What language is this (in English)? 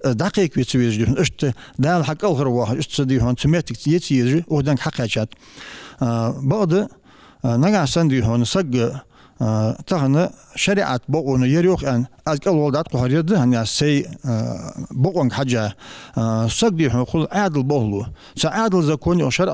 Ingush